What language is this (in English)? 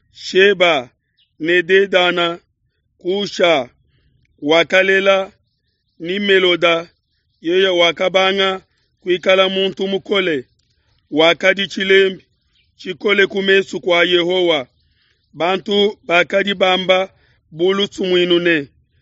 Luba-Lulua